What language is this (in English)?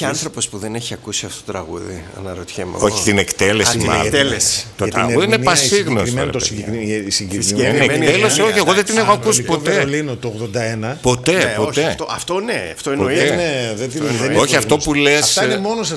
Greek